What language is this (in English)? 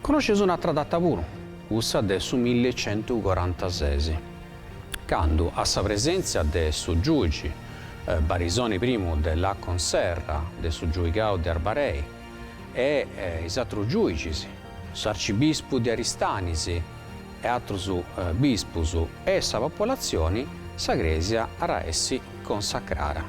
Sardinian